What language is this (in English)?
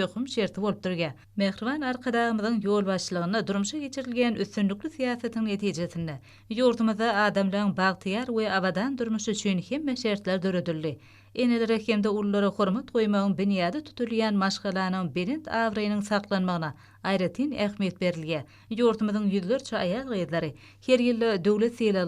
Turkmen